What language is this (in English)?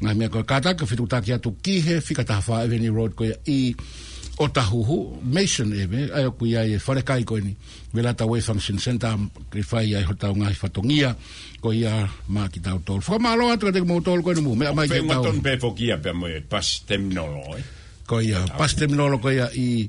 Tongan